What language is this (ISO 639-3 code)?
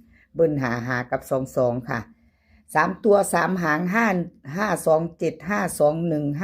tts